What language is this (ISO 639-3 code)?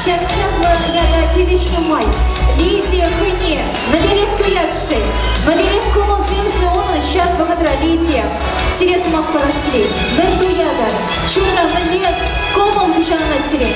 chv